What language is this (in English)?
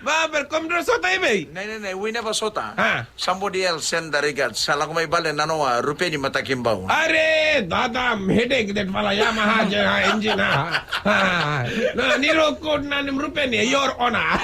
Fijian